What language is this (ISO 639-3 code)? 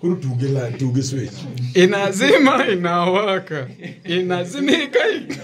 luo